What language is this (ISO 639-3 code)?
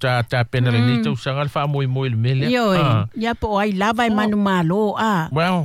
smo